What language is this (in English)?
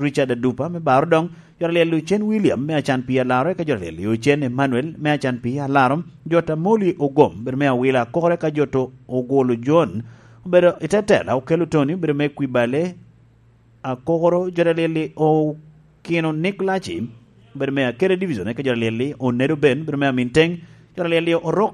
Lango (Uganda)